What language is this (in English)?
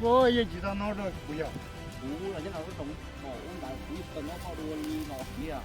Hmong